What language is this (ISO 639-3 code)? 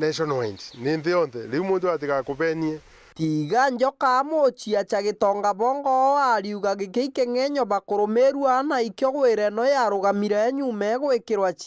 mer